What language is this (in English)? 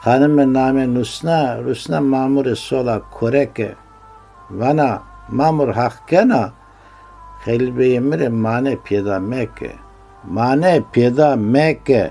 Zaza